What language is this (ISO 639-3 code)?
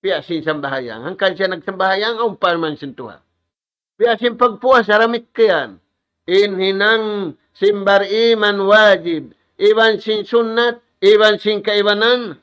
tsg